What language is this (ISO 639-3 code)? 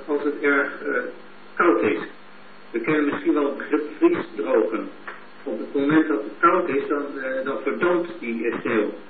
nld